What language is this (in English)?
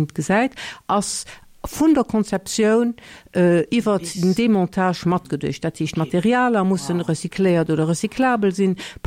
Luxembourgish